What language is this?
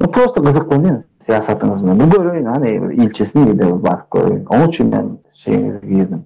Turkmen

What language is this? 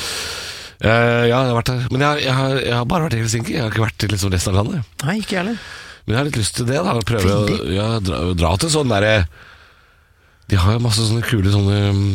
Norwegian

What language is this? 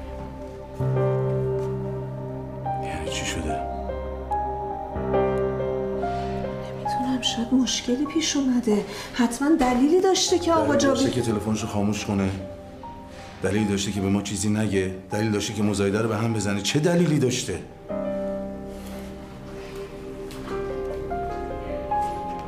Persian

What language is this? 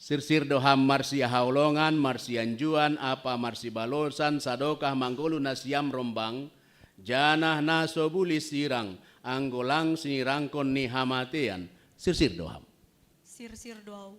Batak Simalungun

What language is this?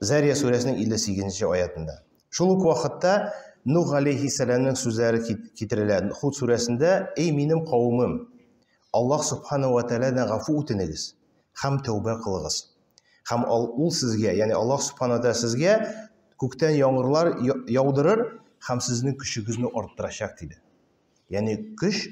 Tatar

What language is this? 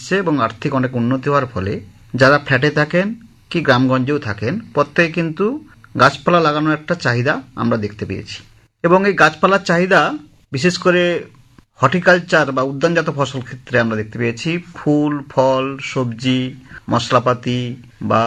Bangla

